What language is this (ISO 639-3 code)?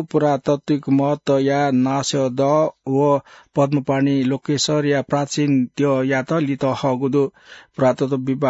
new